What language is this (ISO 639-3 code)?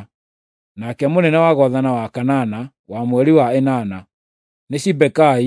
kik